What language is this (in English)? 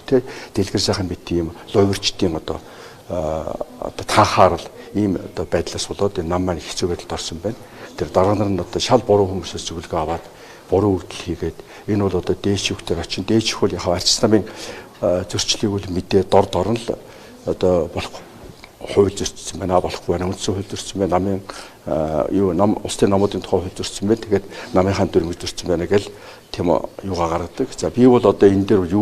Mongolian